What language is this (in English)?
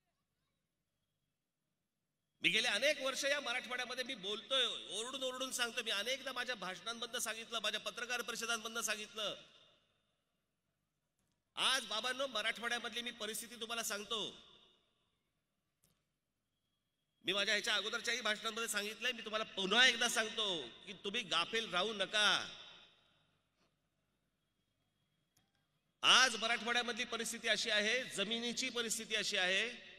Marathi